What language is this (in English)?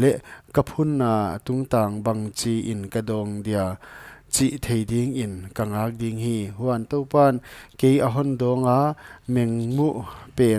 Paite Chin